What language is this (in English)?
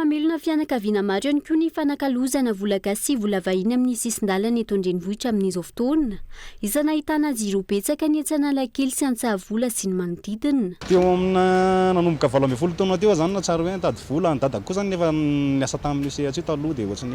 Malagasy